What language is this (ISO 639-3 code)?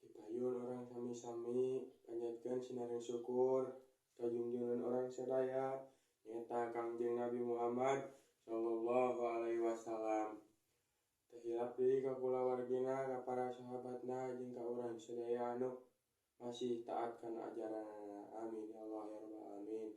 sun